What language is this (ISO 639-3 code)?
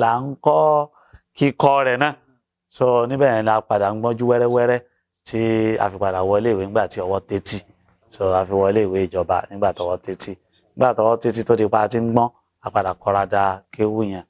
yor